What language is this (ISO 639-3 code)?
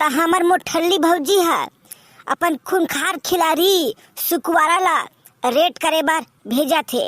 hne